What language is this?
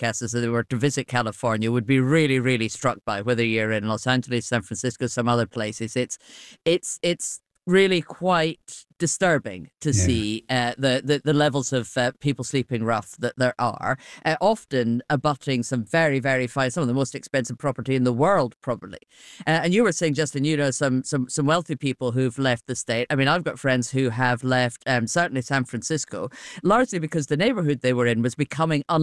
English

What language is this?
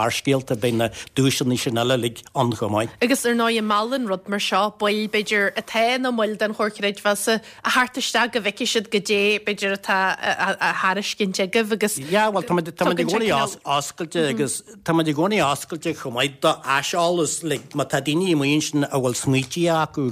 Irish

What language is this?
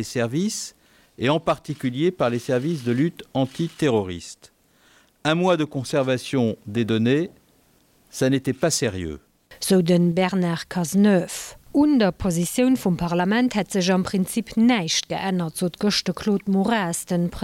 Luxembourgish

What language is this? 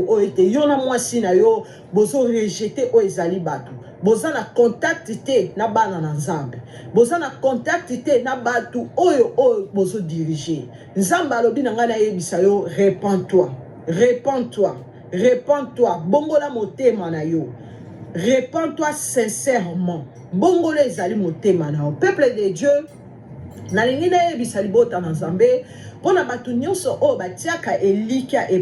Lingala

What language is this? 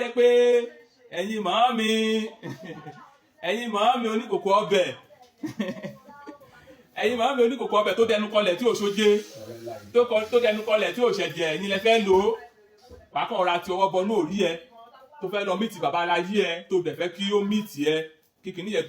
Yoruba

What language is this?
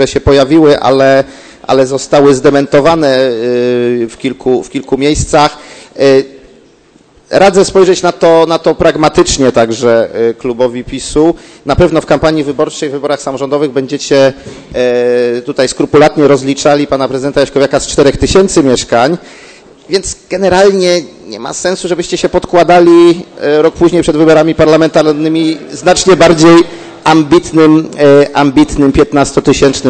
Polish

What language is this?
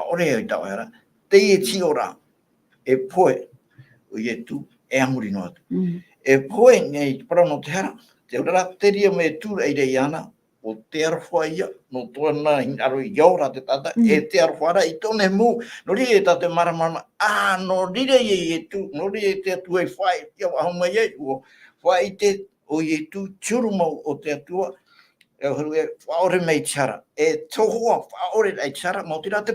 Tahitian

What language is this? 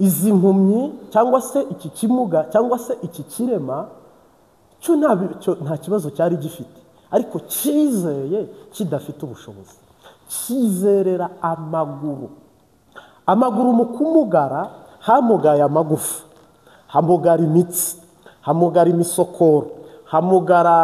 Kinyarwanda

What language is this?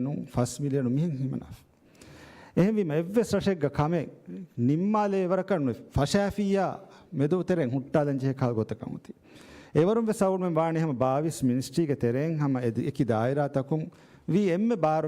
Divehi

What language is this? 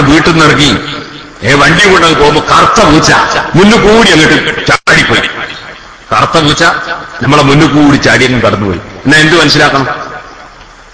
Malayalam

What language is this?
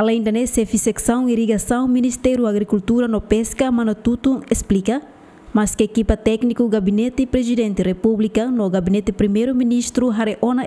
Tetum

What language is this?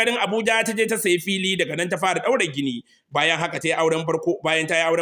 Hausa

